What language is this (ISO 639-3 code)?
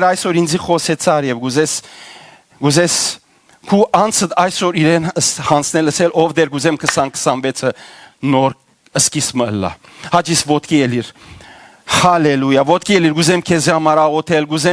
hyw